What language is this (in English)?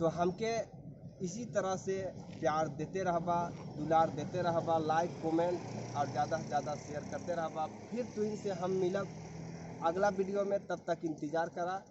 Sadri